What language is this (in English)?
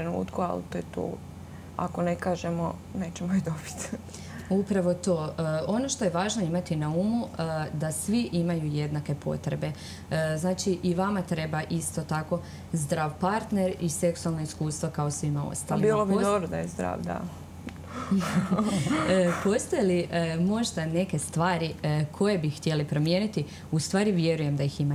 Croatian